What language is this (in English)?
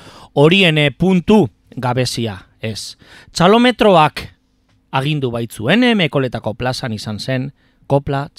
Basque